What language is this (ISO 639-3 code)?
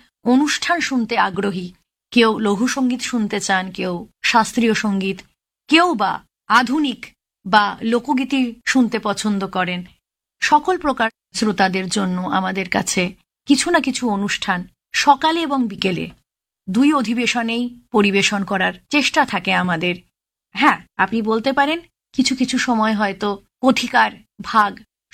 ben